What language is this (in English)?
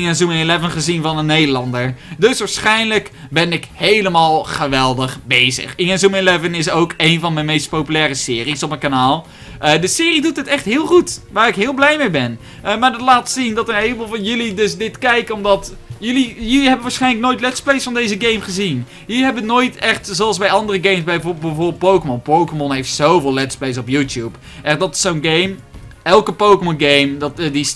Dutch